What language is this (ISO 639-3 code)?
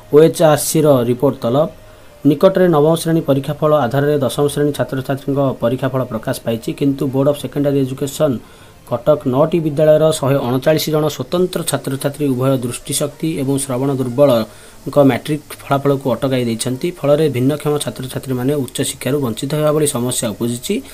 ori